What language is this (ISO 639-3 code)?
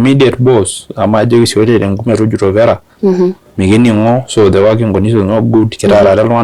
mas